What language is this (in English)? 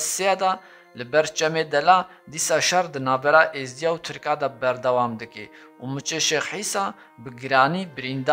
Kurdish